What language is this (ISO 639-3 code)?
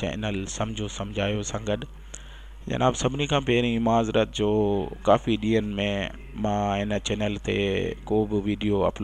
snd